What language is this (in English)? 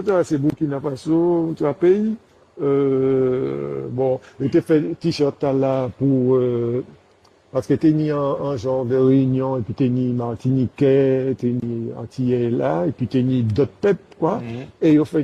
Guadeloupean Creole French